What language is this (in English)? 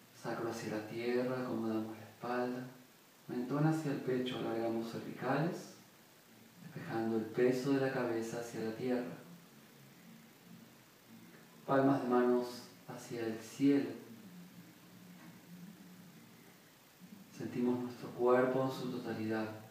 Spanish